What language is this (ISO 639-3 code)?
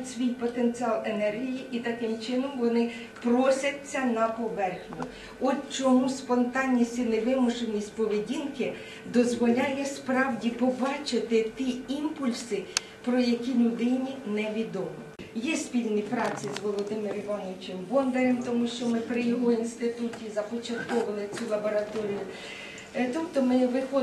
ukr